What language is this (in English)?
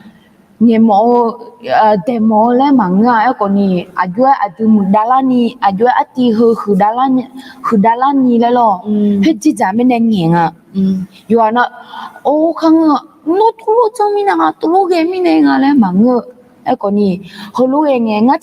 Akha